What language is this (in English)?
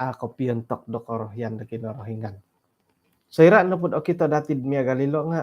Central Dusun